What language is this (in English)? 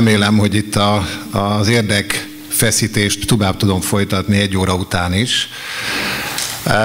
Hungarian